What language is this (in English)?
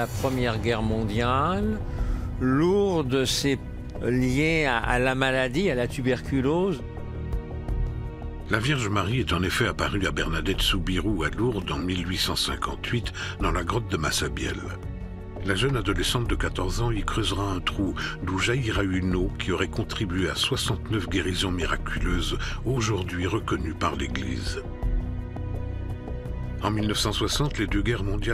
French